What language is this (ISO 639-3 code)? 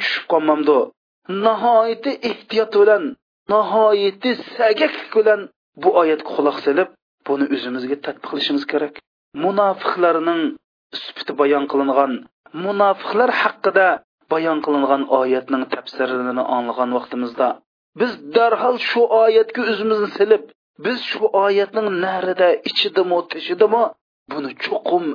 uig